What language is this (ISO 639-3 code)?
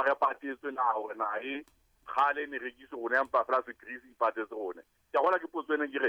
sot